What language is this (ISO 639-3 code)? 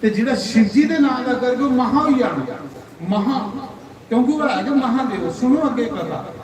doi